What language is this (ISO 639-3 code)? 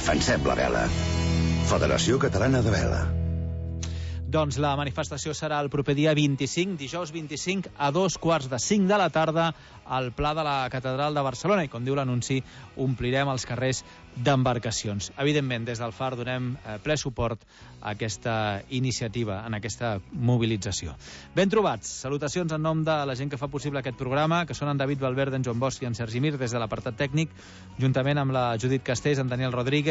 cat